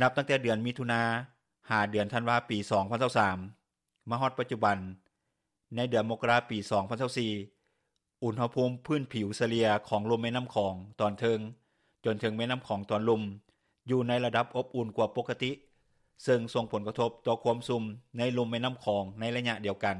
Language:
Lao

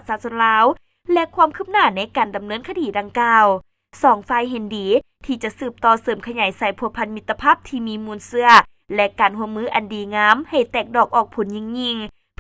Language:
Lao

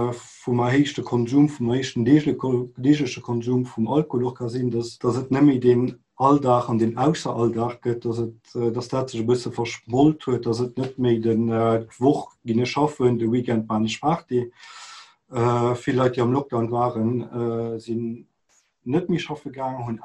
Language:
Luxembourgish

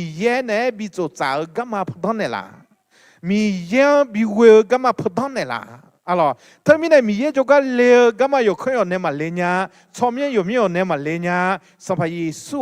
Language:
Akha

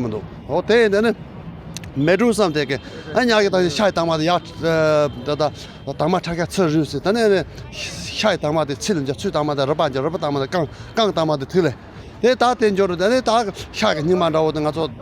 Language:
Tibetan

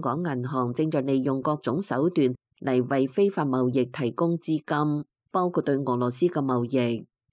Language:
Cantonese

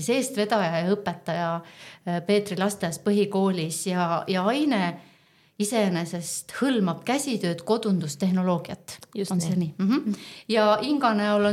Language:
Estonian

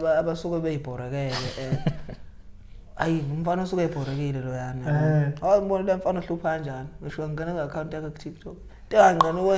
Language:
Zulu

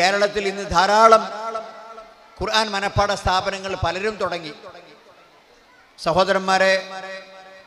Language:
Malayalam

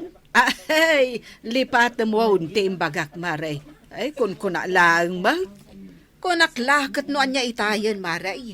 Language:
Iloko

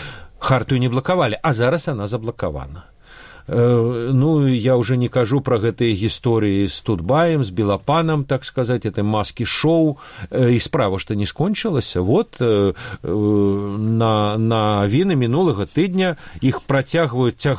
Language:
Belarusian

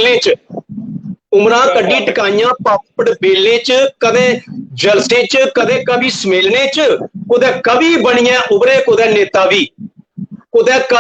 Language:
Dogri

